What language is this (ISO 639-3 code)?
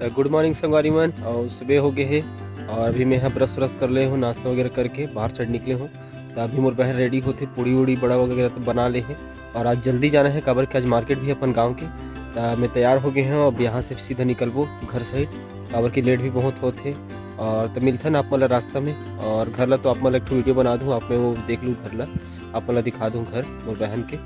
hne